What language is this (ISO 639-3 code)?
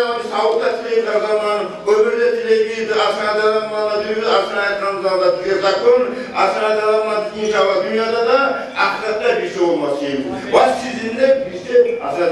kum